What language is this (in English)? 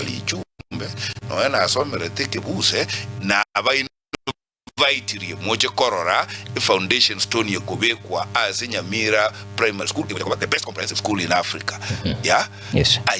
Gusii